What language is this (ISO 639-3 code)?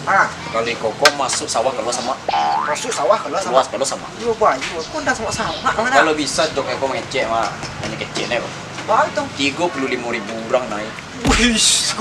min